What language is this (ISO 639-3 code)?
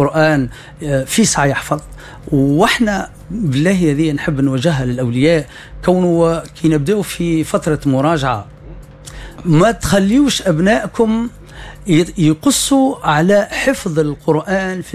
aeb